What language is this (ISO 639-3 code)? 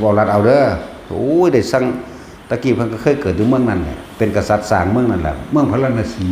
tts